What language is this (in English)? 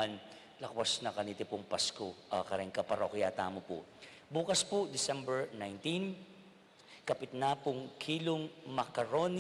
Pampanga